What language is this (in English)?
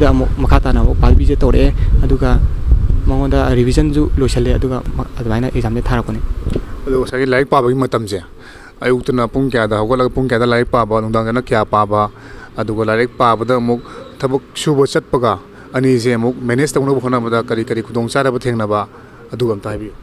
Manipuri